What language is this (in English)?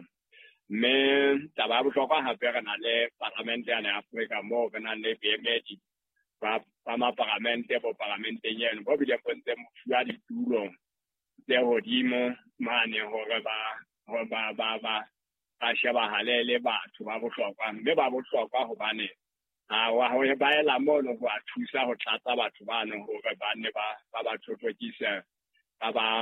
Southern Sotho